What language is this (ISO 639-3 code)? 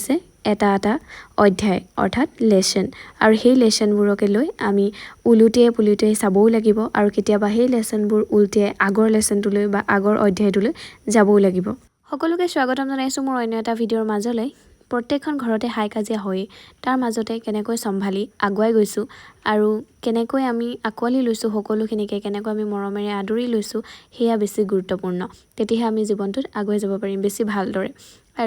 asm